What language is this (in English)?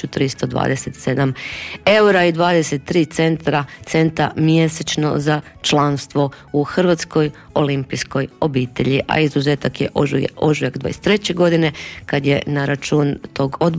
Croatian